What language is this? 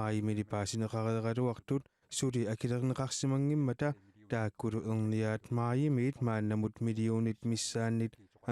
Kalaallisut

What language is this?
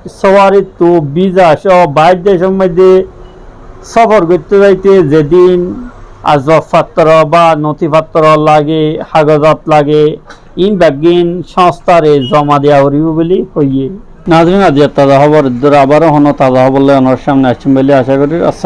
Rohingya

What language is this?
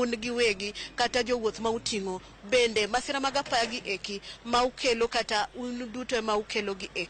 Luo (Kenya and Tanzania)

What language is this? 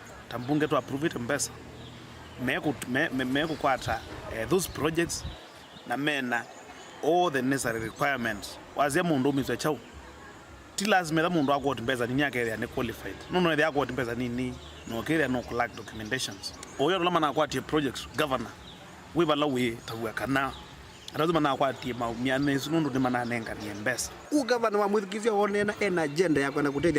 Kamba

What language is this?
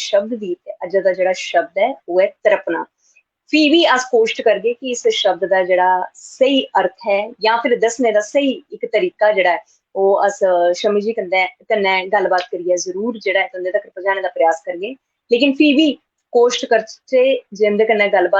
Dogri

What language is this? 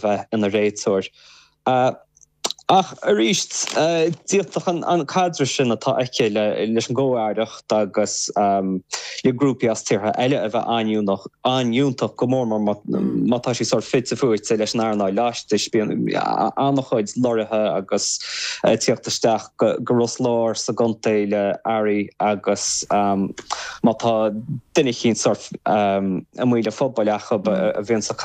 Irish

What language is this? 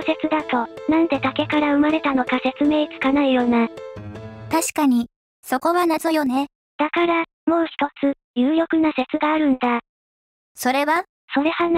Japanese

